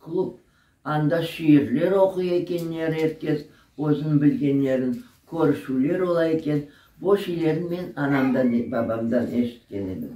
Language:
Crimean Tatar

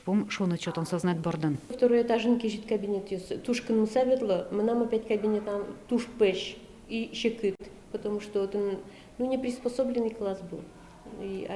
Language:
Udmurt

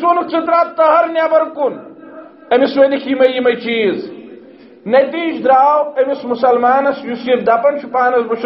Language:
Kashmiri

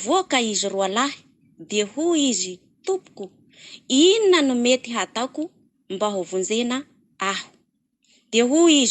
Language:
Malagasy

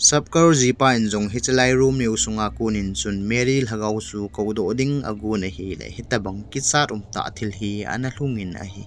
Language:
Thado Chin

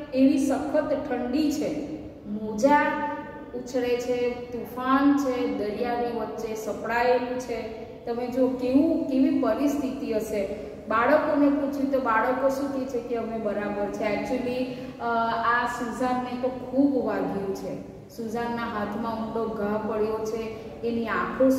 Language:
Gujarati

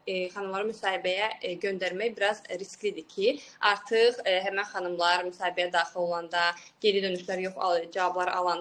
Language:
Azerbaijani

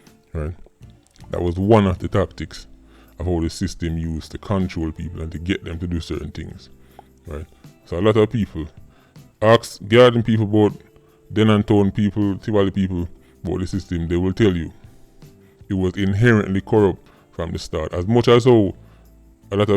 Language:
Jamaican Creole English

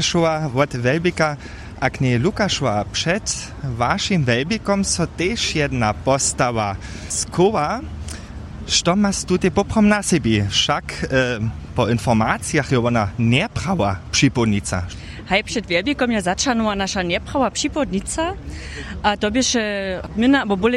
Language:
Upper Sorbian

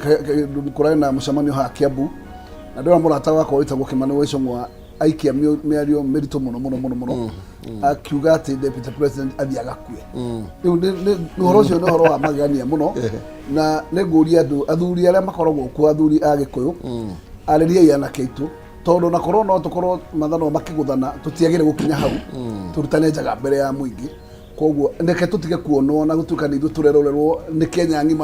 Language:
Kikuyu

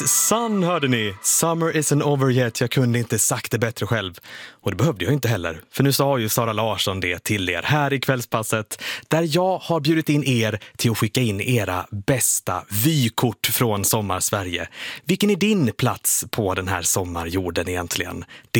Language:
Swedish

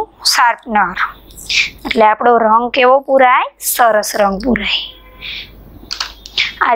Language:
Gujarati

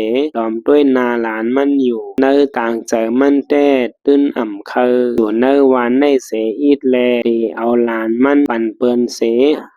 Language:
Shan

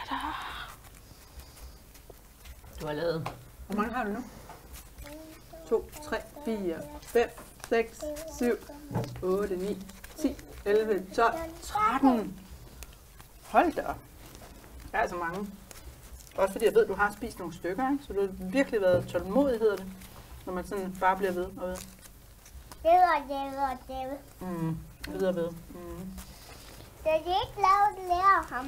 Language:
Danish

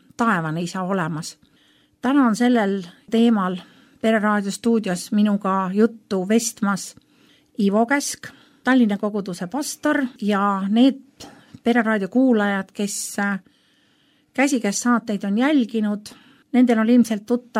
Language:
Estonian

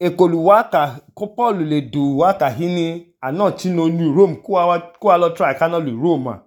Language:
Idoma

